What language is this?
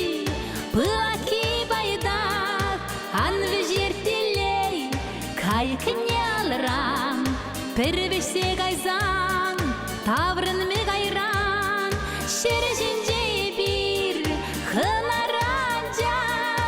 Chuvash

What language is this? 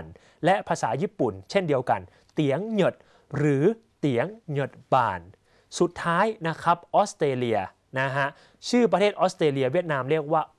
Thai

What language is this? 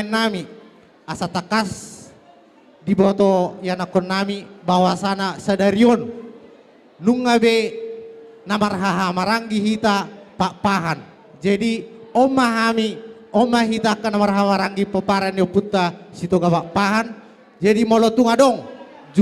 Batak Toba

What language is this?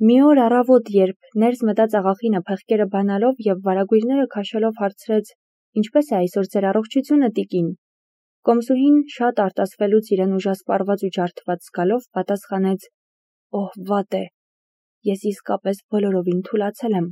Armenian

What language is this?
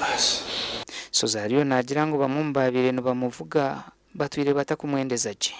Nyankole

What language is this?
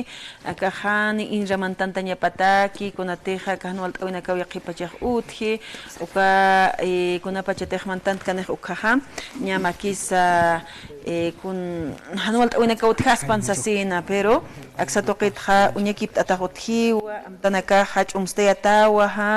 Aymara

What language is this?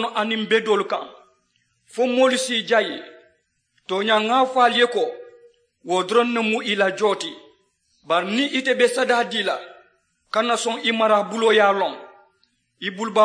Mandingo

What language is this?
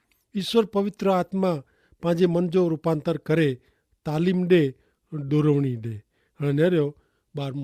Kachhi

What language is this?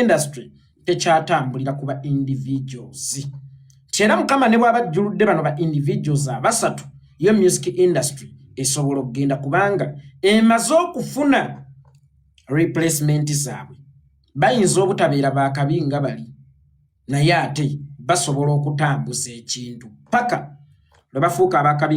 Ganda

